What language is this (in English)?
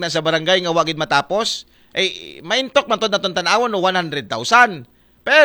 Aklanon